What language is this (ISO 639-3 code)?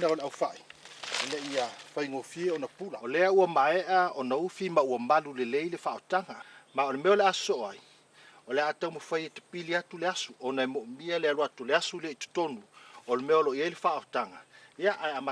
smo